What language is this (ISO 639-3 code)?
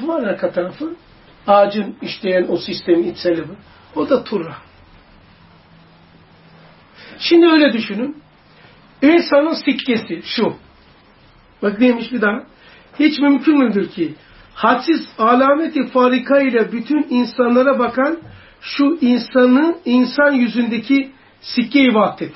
tur